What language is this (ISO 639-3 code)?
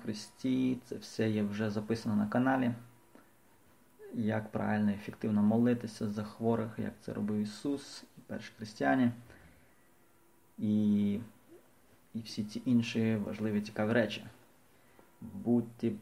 ukr